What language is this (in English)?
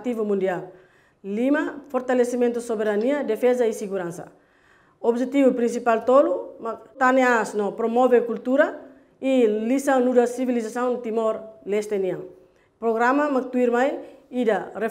Tetum